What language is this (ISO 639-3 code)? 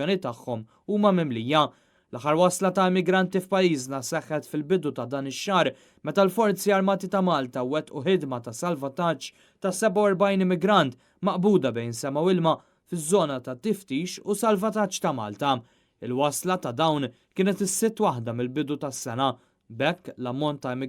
mlt